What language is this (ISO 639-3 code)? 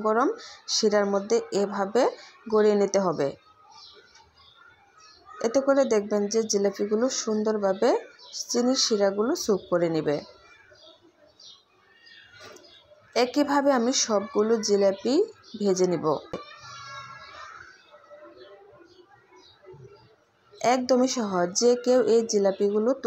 ben